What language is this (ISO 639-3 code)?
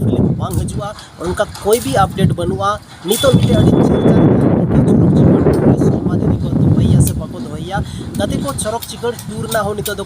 sat